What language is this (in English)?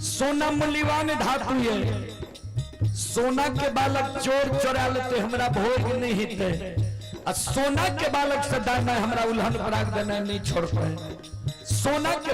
Maithili